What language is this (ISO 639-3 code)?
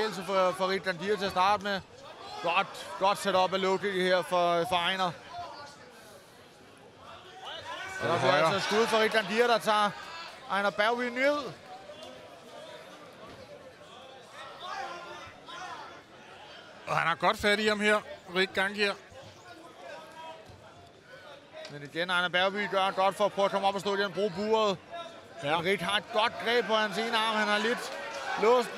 dan